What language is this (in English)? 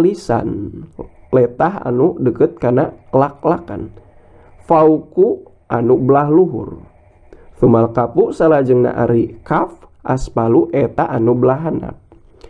Sundanese